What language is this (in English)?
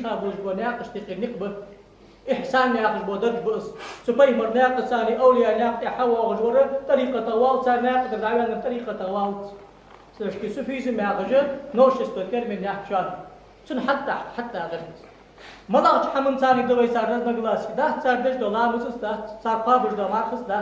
Ingush